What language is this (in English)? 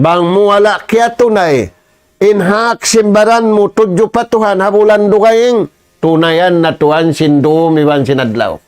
Tausug